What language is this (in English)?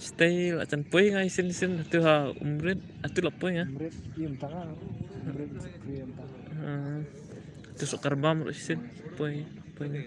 Khasi